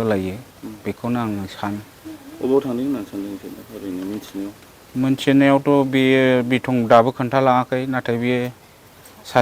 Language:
Bodo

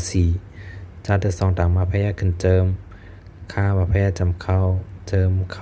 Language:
Shan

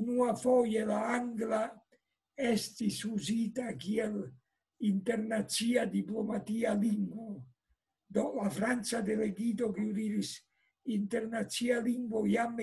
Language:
Esperanto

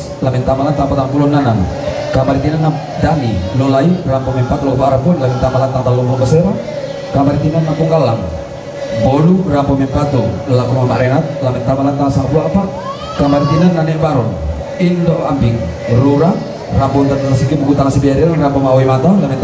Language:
Toraja-Sa'dan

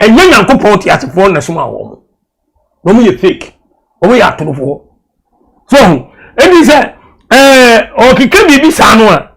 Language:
Akan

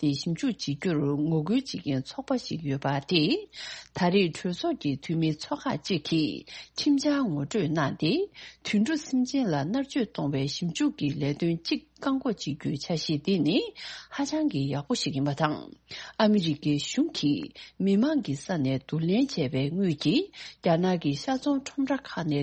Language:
Tibetan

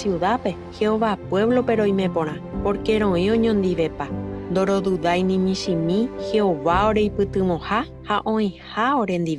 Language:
Guarani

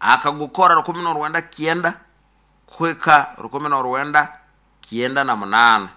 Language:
Nyoro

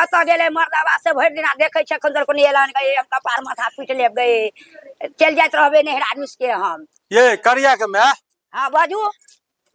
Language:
Maithili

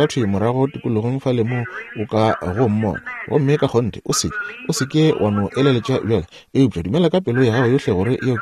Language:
Northern Sotho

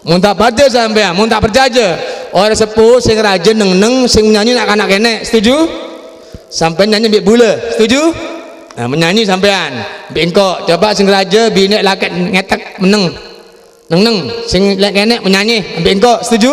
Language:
Madurese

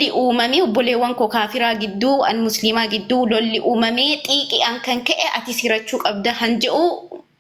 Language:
Oromo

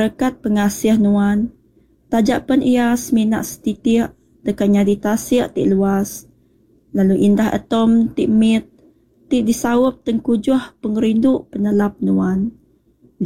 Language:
Iban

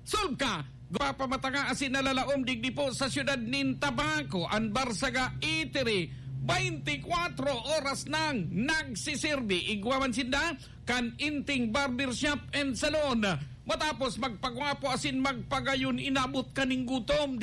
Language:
Bikol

